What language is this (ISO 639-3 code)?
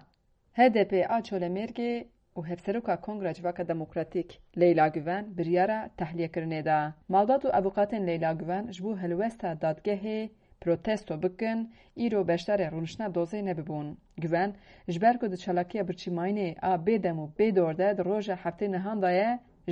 kur